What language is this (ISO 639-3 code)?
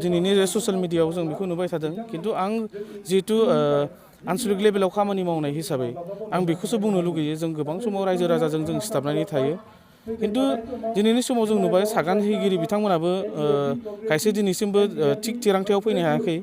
brx